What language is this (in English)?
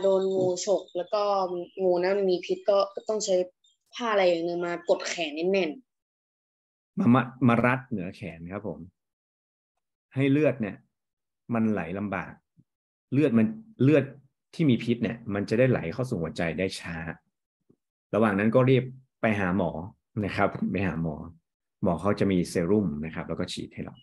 Thai